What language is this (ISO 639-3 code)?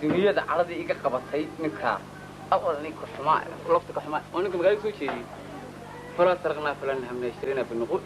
som